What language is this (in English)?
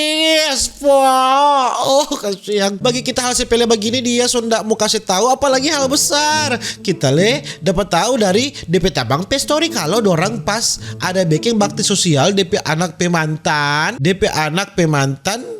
Manado Malay